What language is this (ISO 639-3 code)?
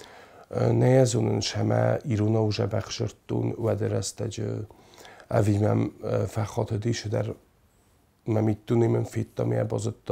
oss